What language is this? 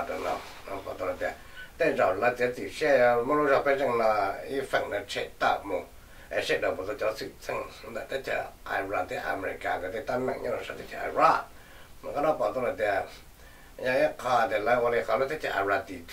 Vietnamese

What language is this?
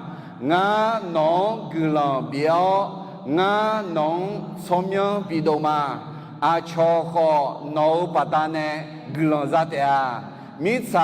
Akha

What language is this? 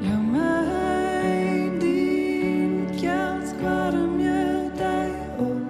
Western Frisian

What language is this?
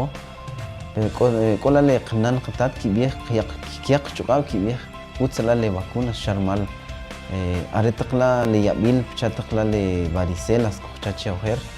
Kʼicheʼ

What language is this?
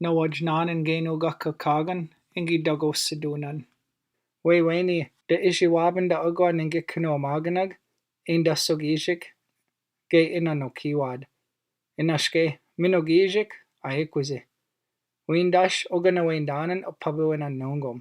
Chippewa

